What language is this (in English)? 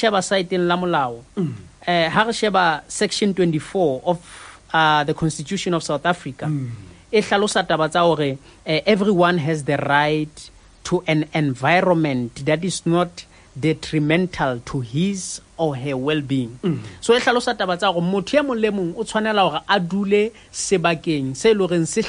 Southern Sotho